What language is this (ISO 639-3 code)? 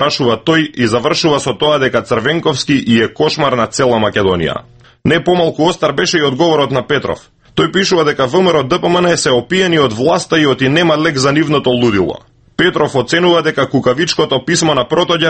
mkd